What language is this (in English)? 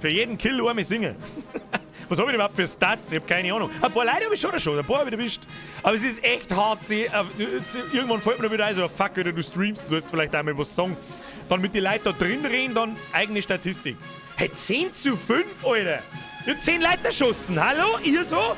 Bavarian